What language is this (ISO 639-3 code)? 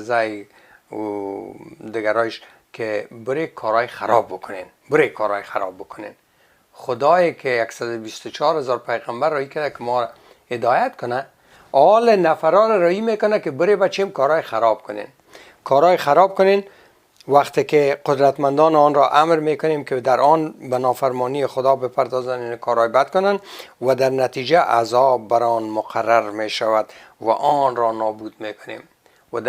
fas